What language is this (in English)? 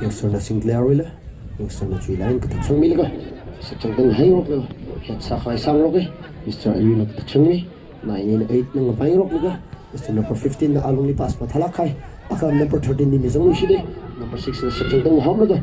Tangkhul Naga (India)